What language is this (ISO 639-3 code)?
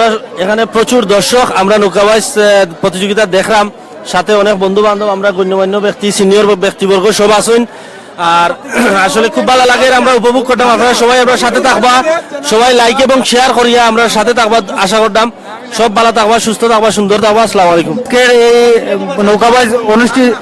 syl